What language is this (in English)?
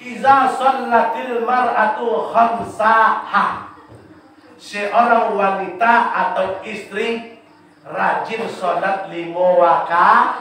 Minangkabau